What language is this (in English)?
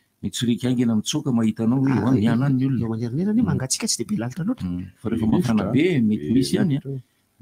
Malagasy